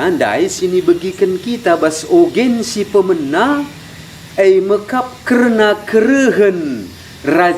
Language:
Batak Karo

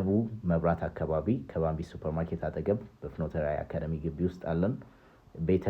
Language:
Amharic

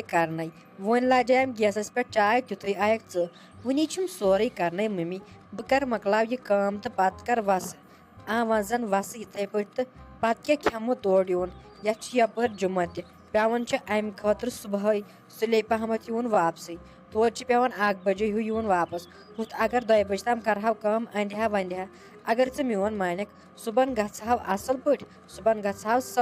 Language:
Kashmiri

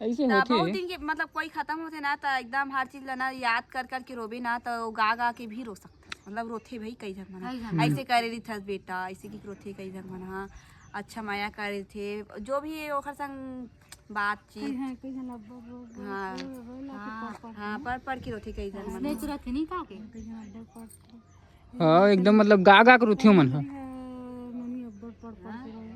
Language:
Chhattisgarhi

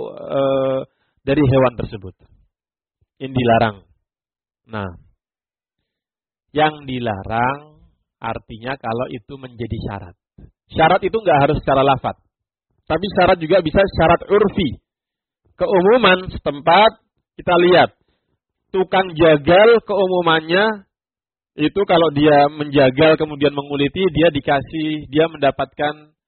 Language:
Indonesian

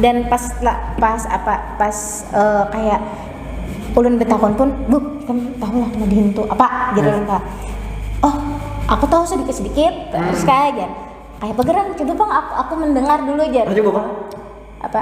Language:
Banjar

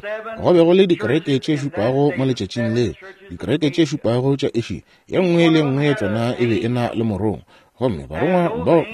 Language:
Northern Sotho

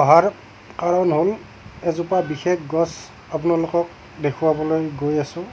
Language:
Assamese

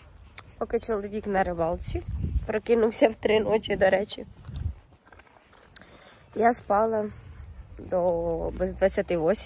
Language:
Ukrainian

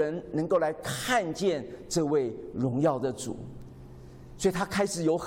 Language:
Chinese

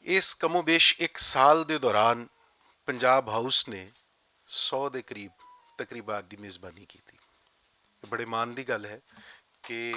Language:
Western Panjabi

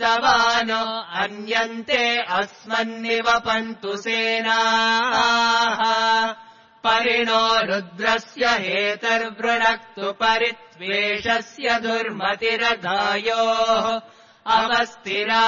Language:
Sanskrit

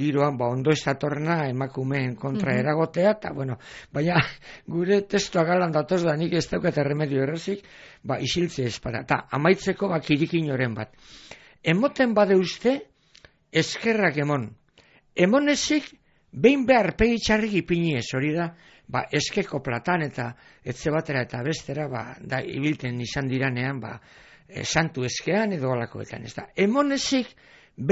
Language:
Basque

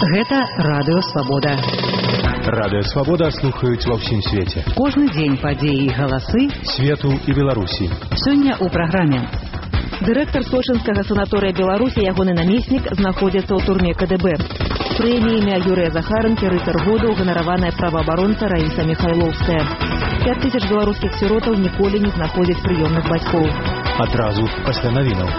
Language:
Belarusian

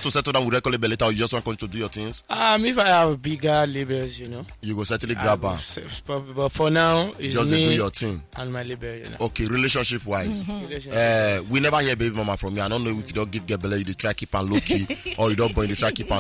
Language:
Nigerian Pidgin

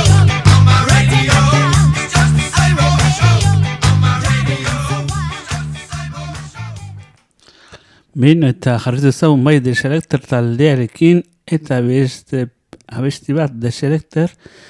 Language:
Basque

